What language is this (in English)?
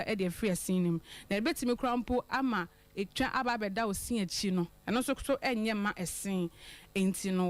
Akan